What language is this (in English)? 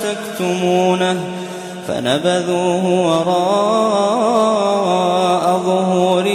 Arabic